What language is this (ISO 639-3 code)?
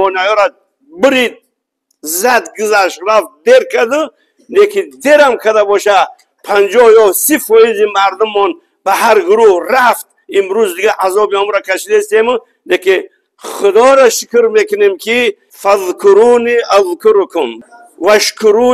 tgk